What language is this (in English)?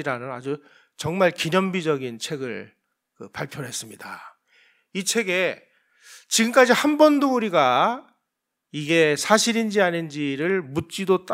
Korean